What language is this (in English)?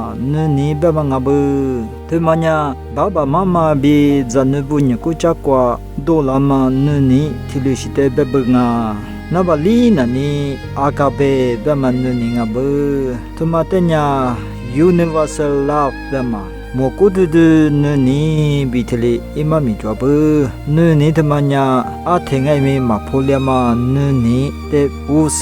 Lisu